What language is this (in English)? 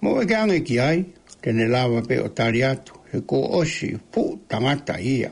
Tongan